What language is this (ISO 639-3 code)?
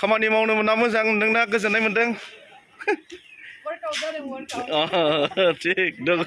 brx